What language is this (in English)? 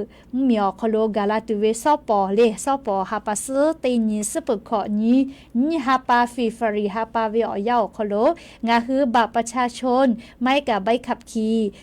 Lahu